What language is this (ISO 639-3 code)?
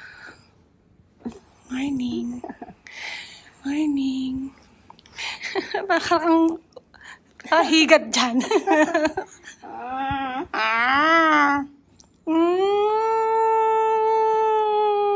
fil